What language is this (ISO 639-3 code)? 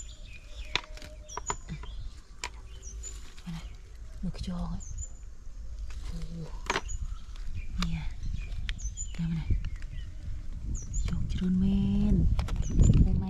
vie